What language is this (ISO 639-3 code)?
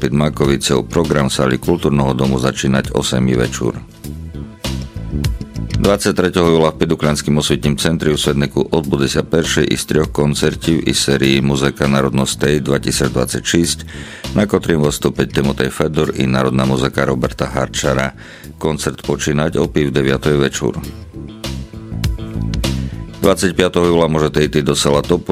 rue